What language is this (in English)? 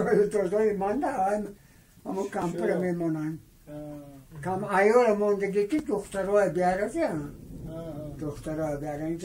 Tajik